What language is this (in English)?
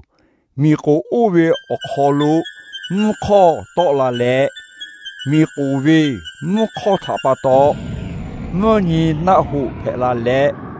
Lahu